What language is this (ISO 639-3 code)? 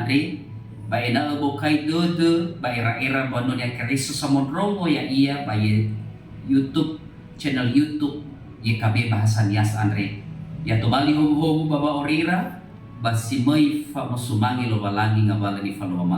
nia